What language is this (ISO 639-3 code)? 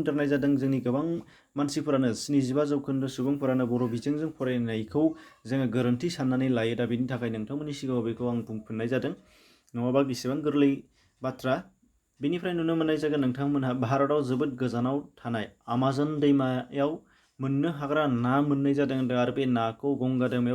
brx